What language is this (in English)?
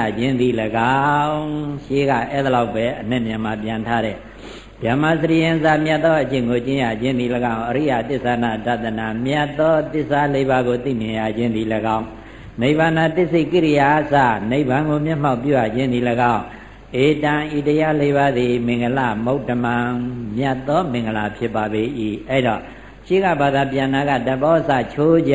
Burmese